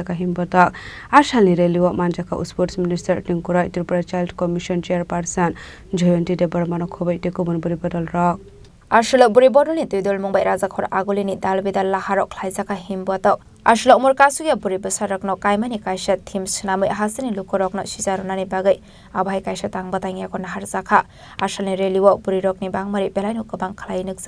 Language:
Kok Borok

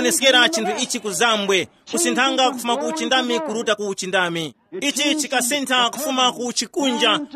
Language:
Tumbuka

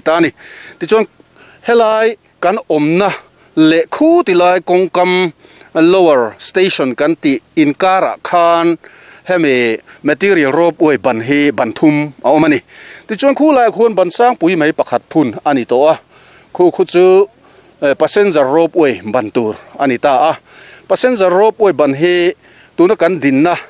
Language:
Mizo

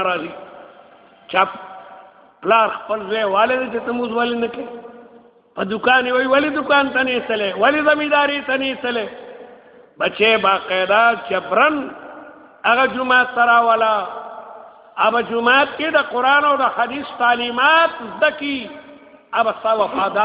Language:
Pashto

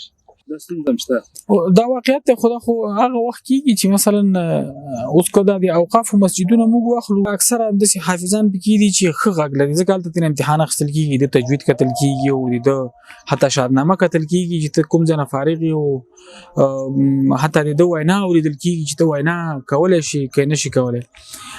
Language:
Pashto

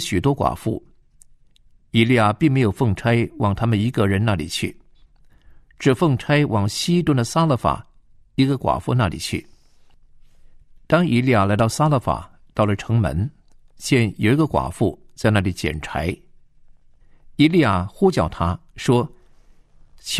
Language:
Chinese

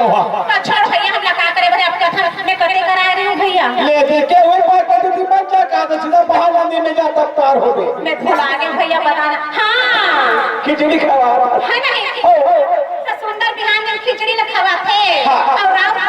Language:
Chhattisgarhi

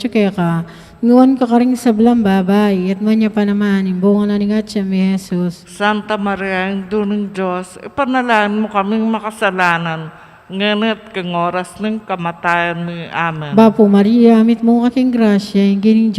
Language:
Pampanga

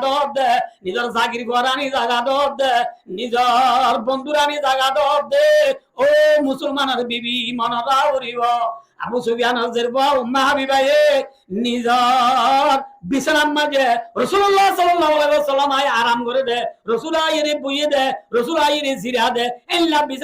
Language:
Rohingya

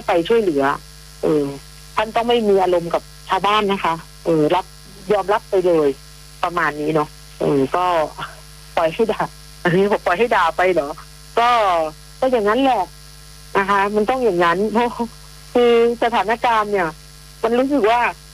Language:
Thai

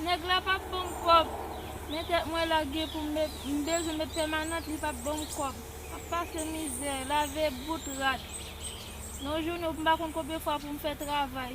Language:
Haitian Creole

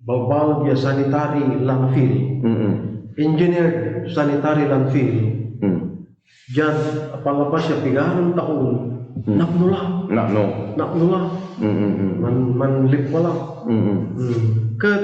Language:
Pangasinan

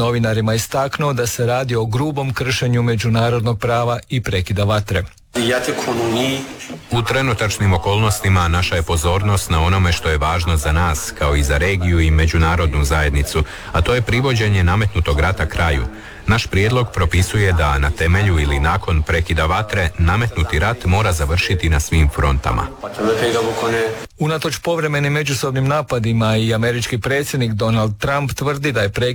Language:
Croatian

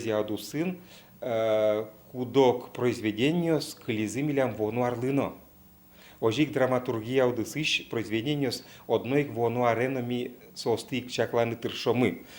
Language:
Udmurt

